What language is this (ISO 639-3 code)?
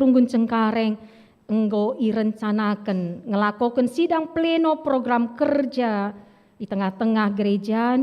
btx